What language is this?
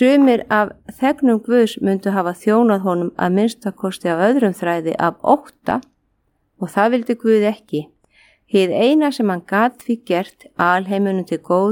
Icelandic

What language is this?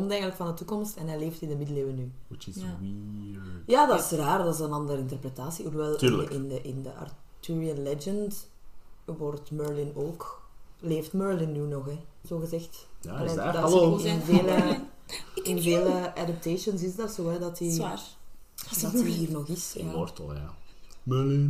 Dutch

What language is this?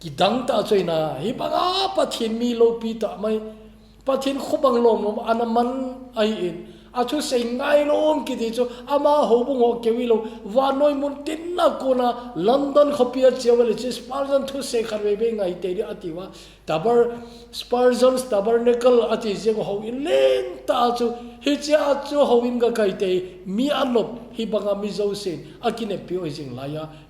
Thado Chin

